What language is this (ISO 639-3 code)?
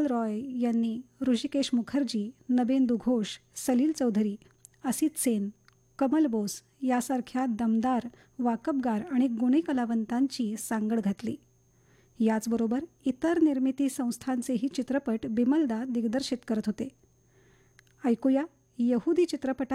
mar